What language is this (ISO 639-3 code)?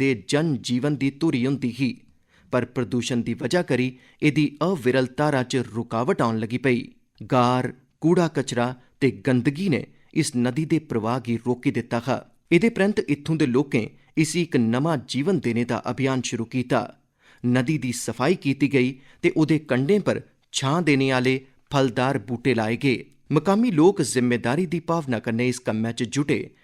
doi